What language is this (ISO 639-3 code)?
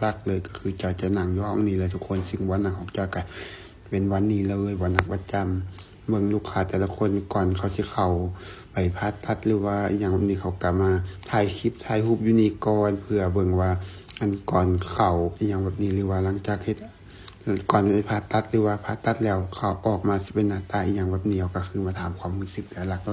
lao